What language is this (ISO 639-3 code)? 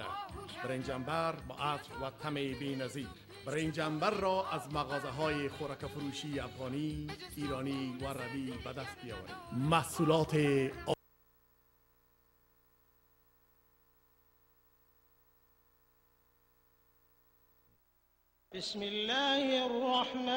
fas